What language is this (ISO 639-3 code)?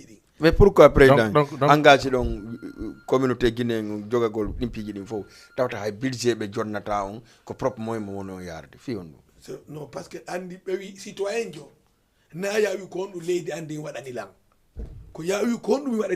ful